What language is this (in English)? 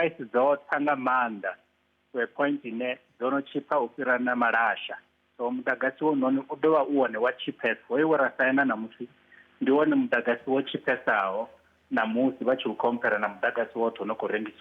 Venda